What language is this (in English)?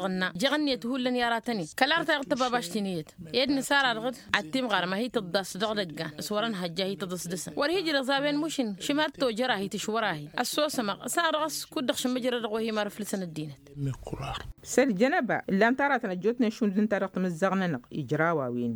Tamasheq